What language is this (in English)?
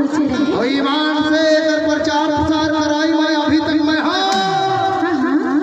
Chhattisgarhi